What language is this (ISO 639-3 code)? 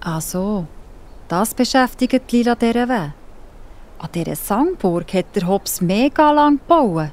gsw